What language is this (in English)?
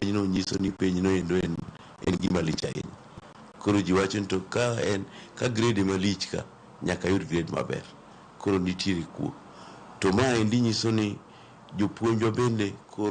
Luo (Kenya and Tanzania)